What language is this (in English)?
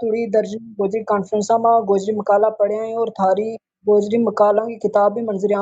Gujari